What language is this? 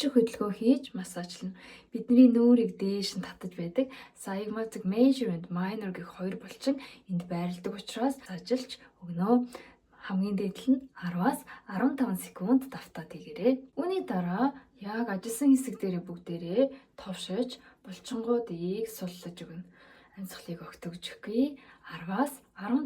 Mongolian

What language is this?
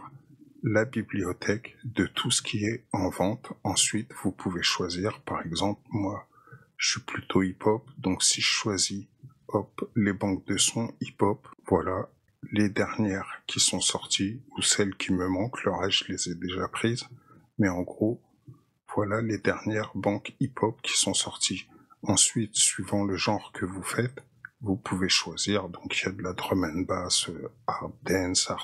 French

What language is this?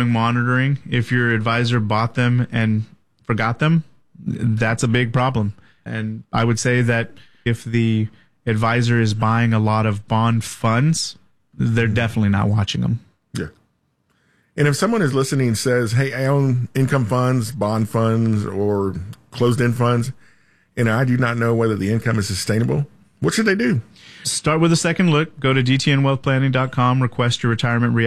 English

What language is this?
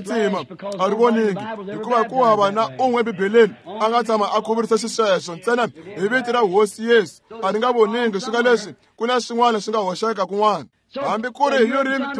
Tsonga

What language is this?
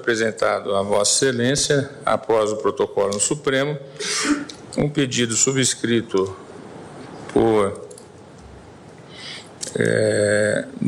Portuguese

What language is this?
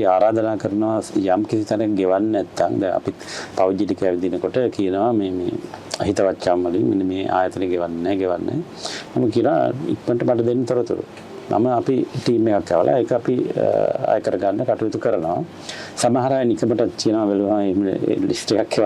Sinhala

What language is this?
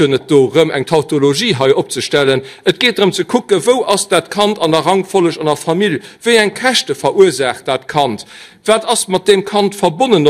Luxembourgish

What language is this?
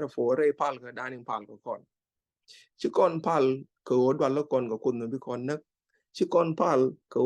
Nuer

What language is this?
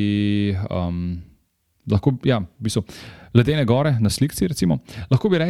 Slovenian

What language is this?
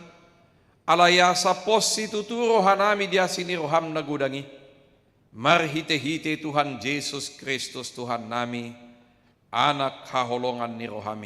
Batak Toba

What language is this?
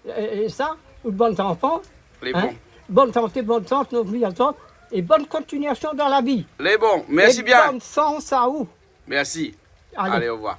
Réunion Creole French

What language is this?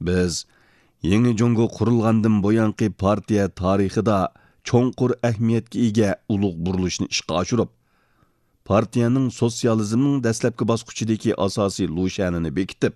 Uyghur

